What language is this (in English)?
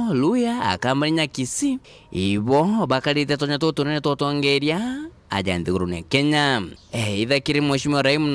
Meru